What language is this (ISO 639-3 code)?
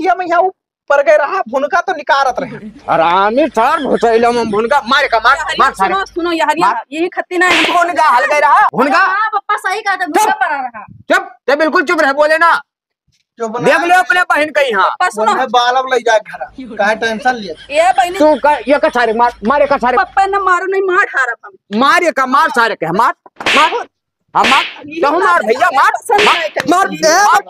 awa